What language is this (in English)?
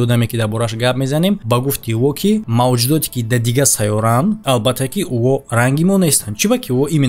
Tajik